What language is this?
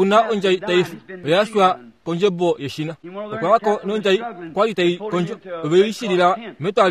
Kuanyama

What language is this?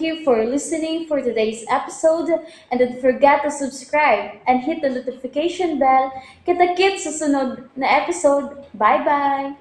Cebuano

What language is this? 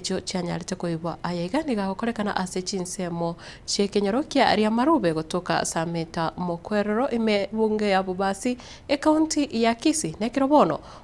Gusii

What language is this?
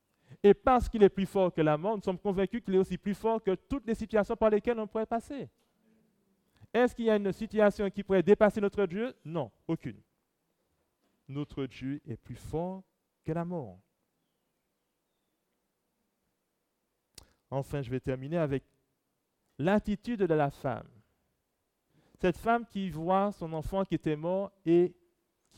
French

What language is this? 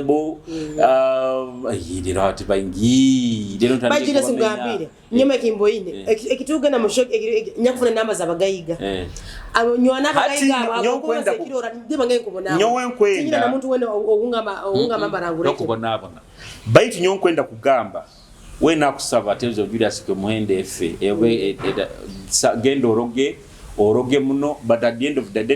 Nyoro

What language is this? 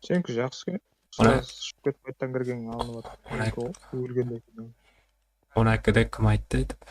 Kara-Kalpak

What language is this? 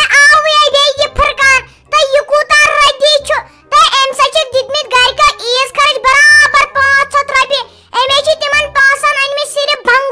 Kashmiri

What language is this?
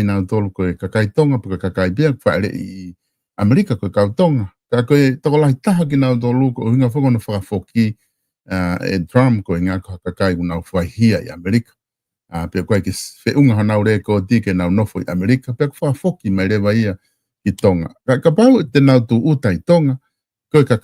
Tongan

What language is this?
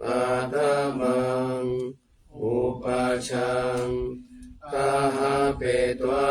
Pali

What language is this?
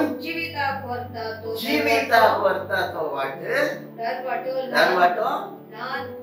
Konkani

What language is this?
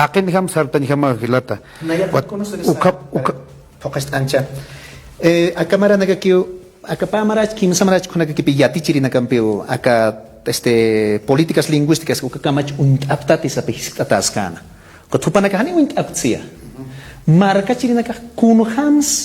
Aymara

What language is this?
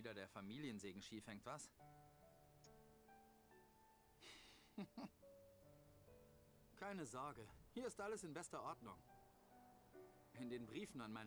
German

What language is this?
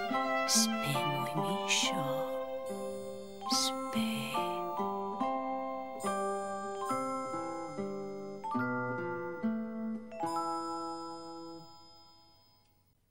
Czech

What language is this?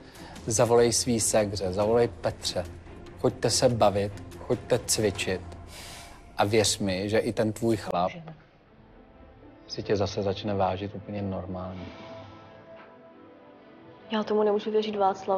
Czech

